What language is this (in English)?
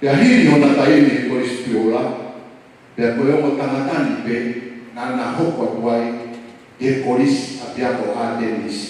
Tongan